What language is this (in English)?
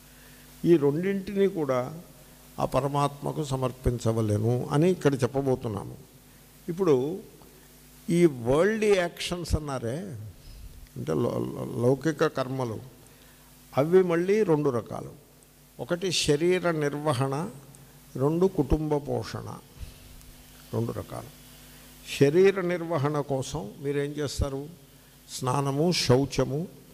Telugu